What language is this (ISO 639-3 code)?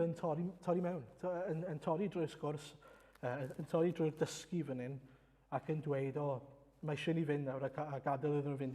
cym